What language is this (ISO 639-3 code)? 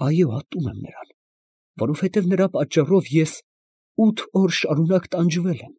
hye